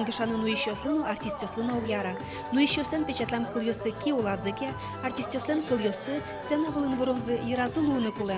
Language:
Udmurt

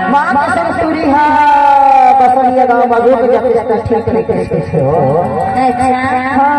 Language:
Chhattisgarhi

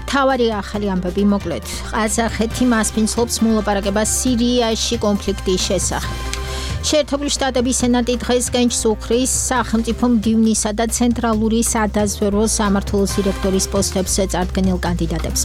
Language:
Georgian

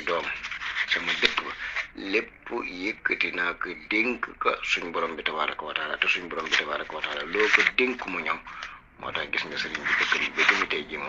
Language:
Wolof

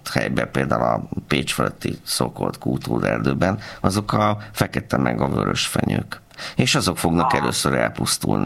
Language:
Hungarian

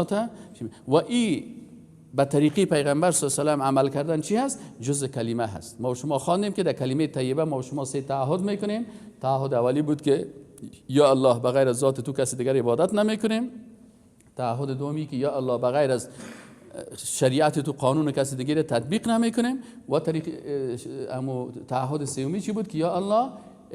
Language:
Persian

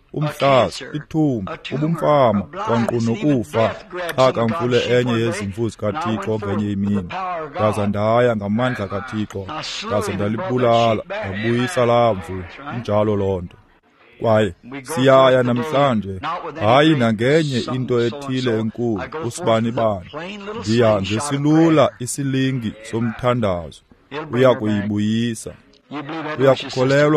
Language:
Xhosa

